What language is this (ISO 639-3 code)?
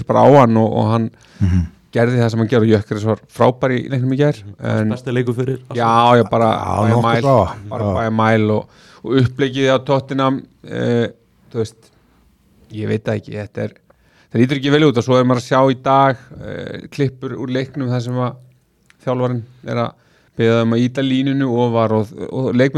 isl